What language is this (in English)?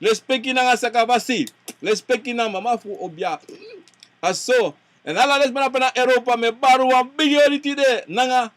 Sranan Tongo